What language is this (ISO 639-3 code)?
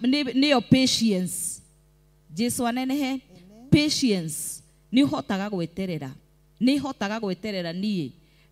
kik